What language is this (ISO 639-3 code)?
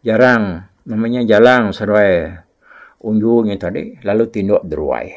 iba